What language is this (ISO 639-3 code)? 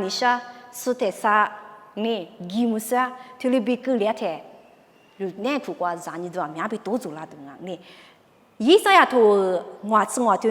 lis